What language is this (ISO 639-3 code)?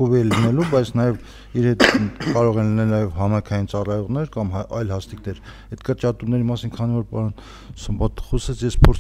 hye